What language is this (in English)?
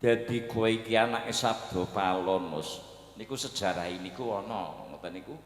Javanese